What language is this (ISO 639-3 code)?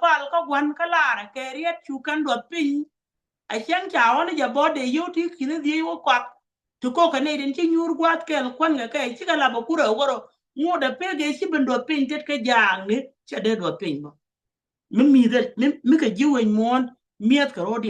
nus